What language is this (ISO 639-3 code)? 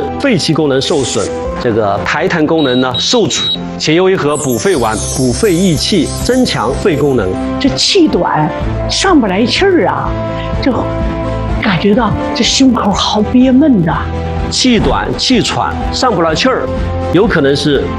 zho